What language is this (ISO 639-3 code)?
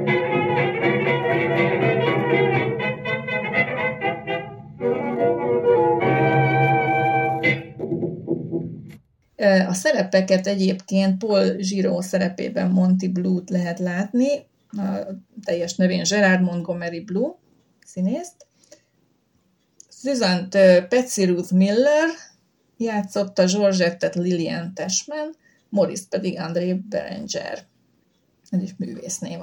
hun